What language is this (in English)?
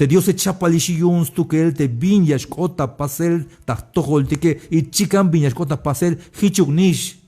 Tzeltal